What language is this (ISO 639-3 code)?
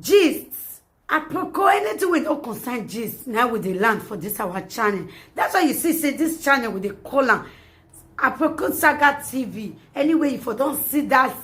pcm